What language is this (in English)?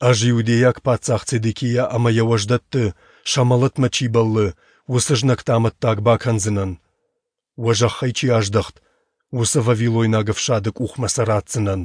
Ossetic